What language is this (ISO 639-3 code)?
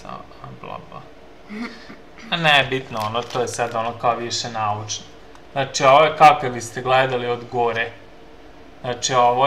srp